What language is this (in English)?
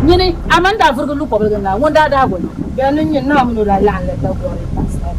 Dagbani